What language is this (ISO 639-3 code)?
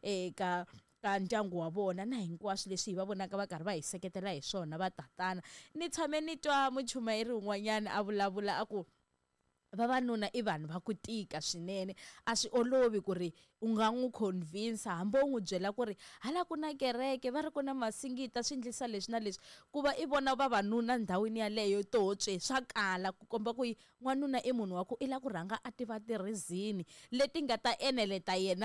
tso